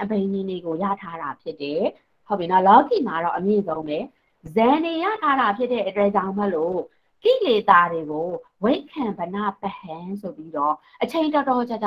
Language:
Burmese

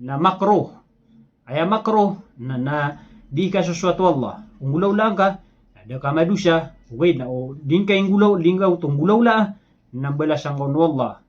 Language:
Maranao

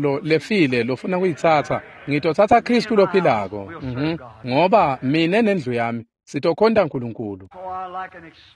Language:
Swati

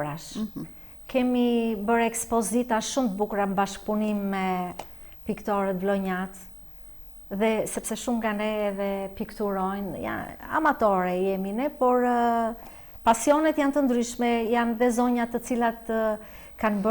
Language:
Albanian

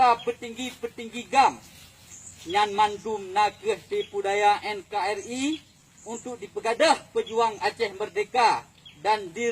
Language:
Achinese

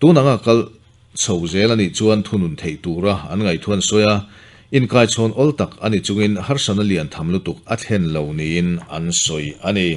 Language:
Mizo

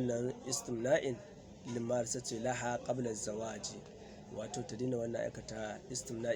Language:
Hausa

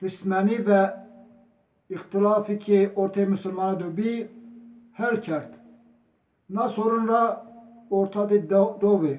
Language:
Zaza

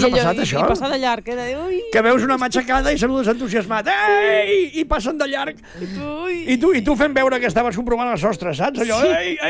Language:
Catalan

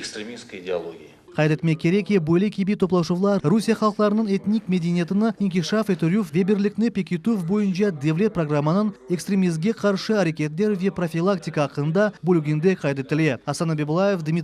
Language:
Crimean Tatar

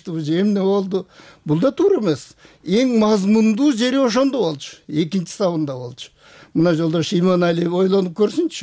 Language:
Kyrgyz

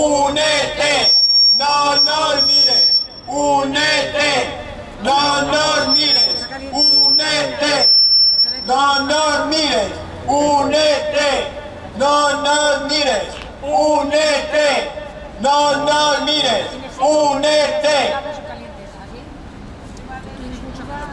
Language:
Spanish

